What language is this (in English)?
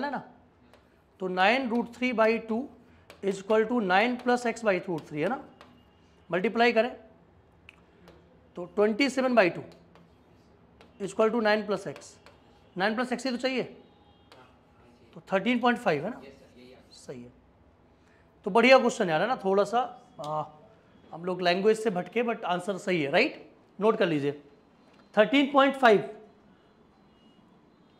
Hindi